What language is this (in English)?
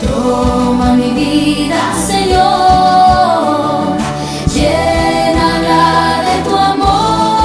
Ayacucho Quechua